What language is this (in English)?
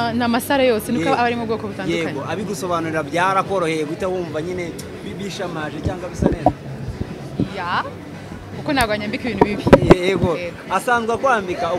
Kinyarwanda